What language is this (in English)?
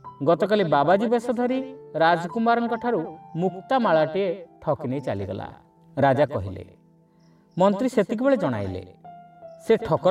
Odia